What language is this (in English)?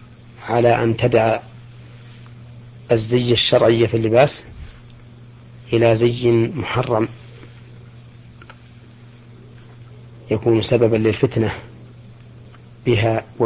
Arabic